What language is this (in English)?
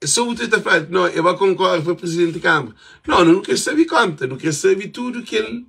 Kabuverdianu